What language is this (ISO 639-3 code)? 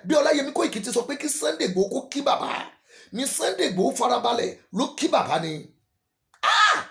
yor